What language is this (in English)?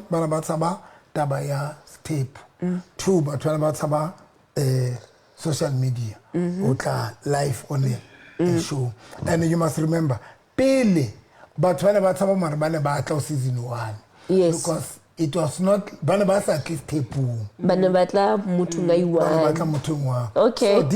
Southern Sotho